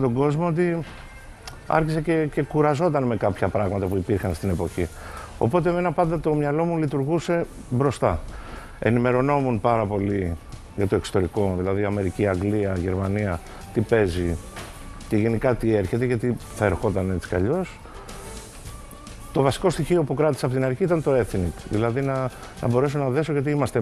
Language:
Greek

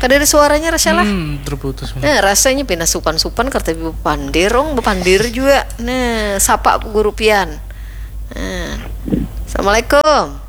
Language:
Banjar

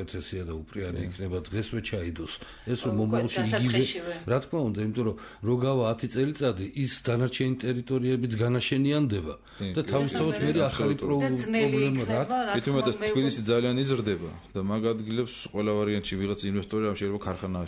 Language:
Georgian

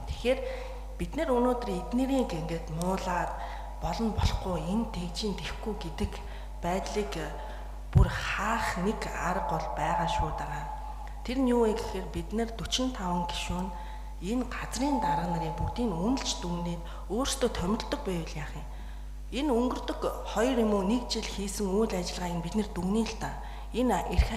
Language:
Mongolian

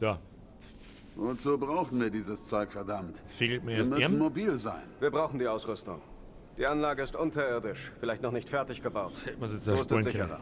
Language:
Bavarian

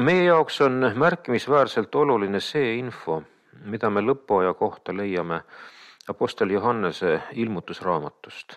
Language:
Estonian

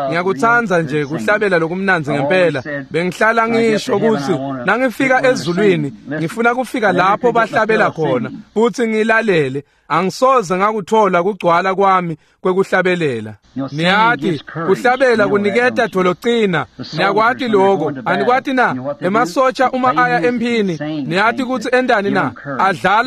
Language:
Swati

